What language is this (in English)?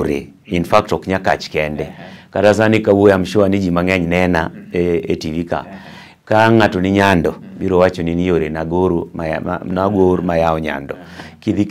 Luo (Kenya and Tanzania)